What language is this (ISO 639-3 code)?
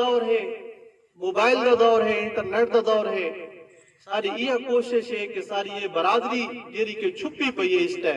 skr